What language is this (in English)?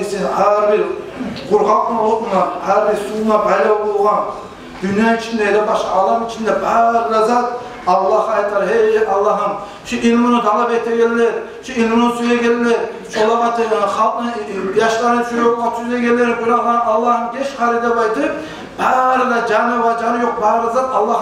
Kumyk